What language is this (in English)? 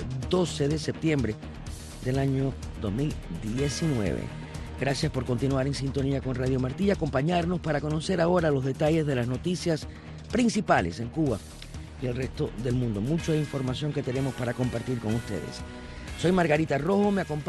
Spanish